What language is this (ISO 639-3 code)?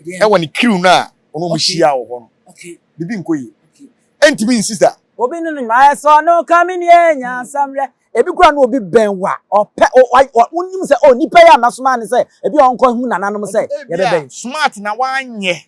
aka